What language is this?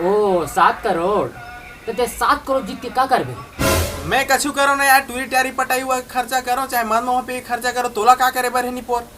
Chhattisgarhi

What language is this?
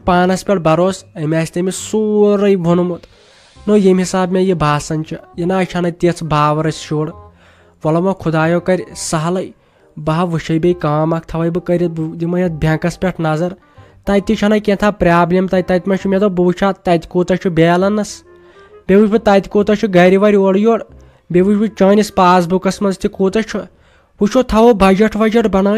Kashmiri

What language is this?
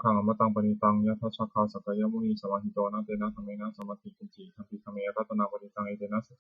Pali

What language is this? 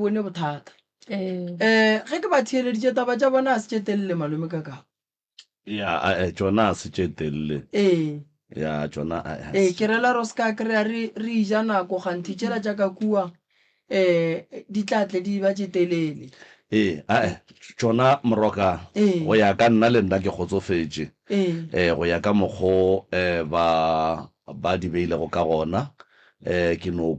Northern Sotho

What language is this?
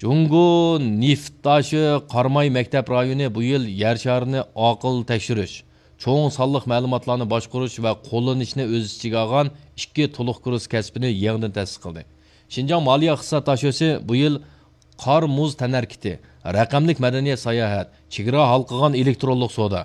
Uyghur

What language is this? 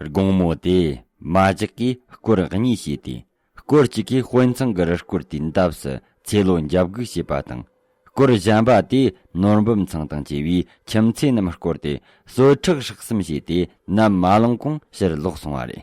Tibetan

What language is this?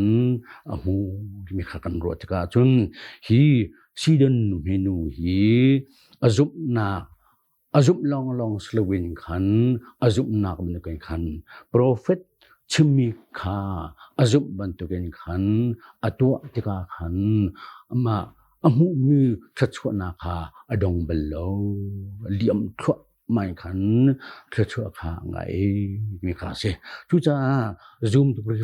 Hakha Chin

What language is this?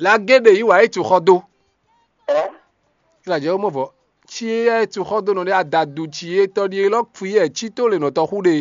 Fon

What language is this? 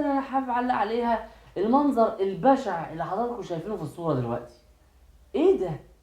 Egyptian Arabic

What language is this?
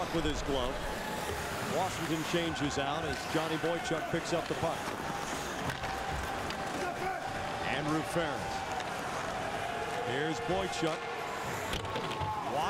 English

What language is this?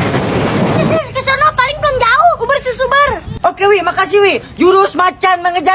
Betawi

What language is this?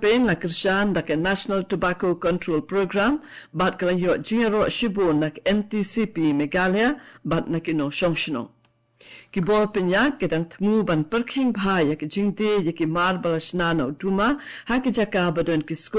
Khasi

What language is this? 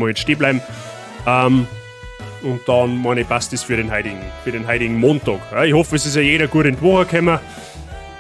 Bavarian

